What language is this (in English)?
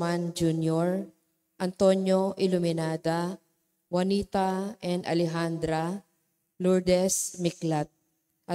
Pampanga